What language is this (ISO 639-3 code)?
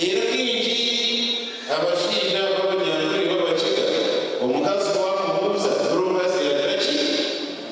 nyn